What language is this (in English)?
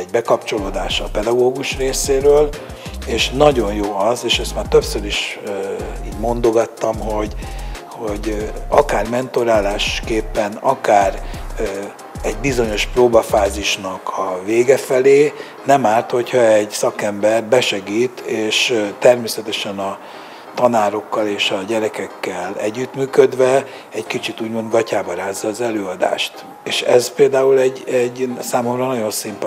Hungarian